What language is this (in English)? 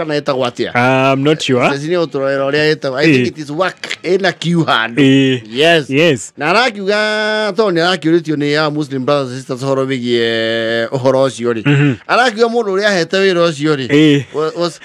Kikuyu